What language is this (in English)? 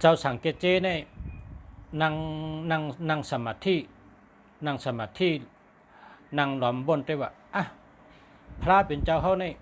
Shan